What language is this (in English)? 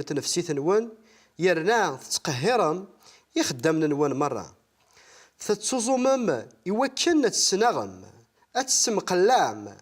Kabyle